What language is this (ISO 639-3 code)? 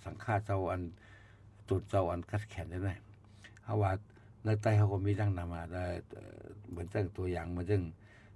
shn